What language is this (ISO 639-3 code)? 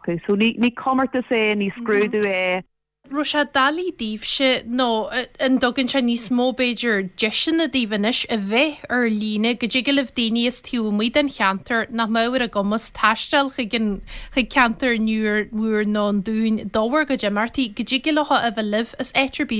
gle